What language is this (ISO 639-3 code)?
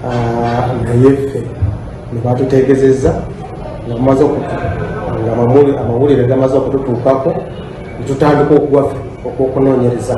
lug